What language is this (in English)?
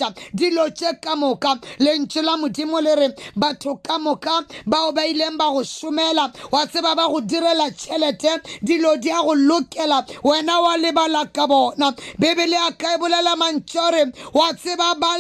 Northern Sotho